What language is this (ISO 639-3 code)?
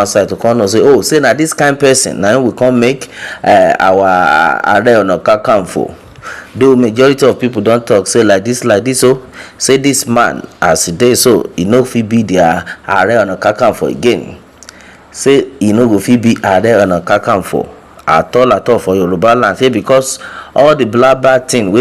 pcm